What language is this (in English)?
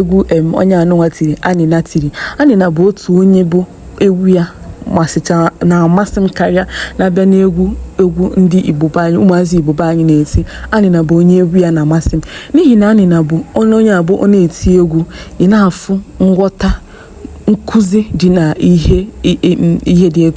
Igbo